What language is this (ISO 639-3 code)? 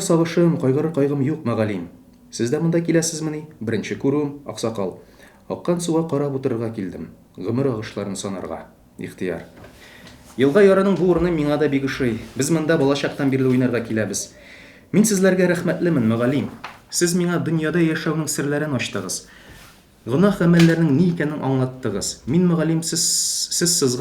tat